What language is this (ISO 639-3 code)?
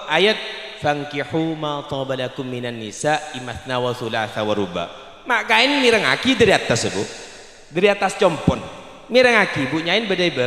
mad